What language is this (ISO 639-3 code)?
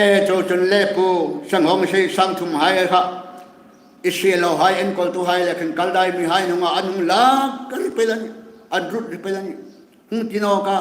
hmr